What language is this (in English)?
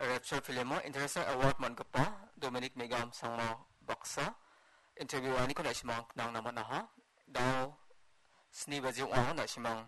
Garo